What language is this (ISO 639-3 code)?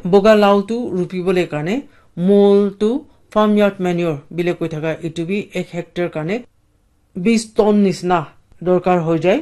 nag